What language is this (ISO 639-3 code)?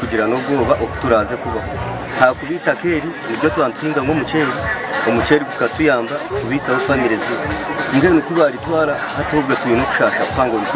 nyn